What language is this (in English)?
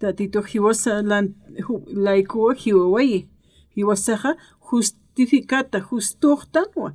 Aymara